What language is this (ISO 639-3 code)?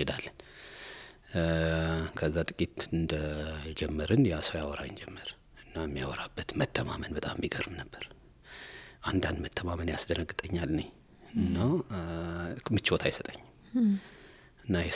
amh